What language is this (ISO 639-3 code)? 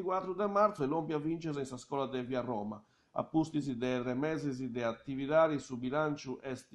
srd